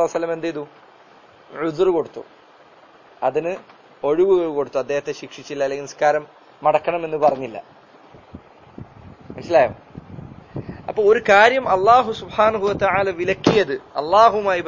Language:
Malayalam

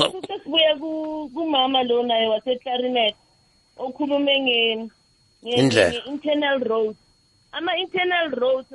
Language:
South Ndebele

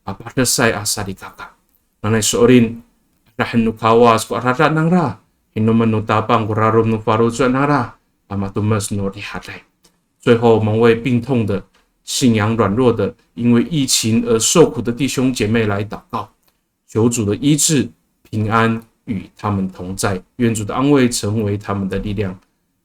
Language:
Amis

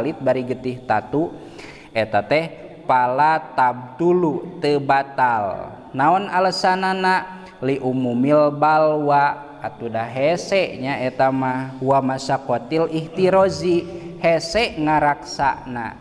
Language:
Sundanese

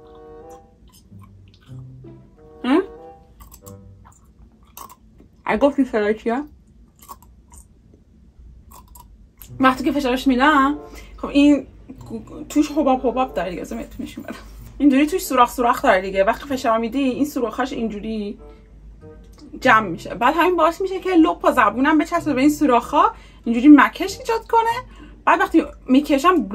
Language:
Persian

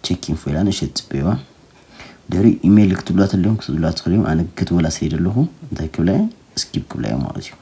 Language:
Tigrinya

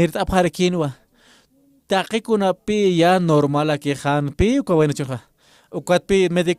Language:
Aymara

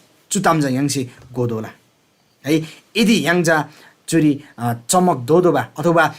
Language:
Eastern Tamang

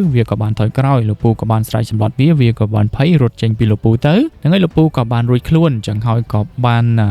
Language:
Khmer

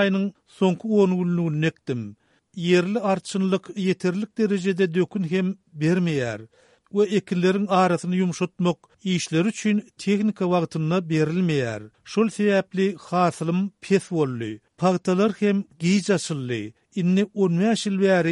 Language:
Turkmen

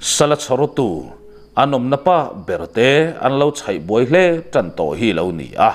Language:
Mizo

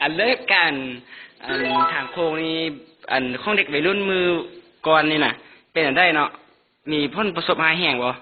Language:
Lao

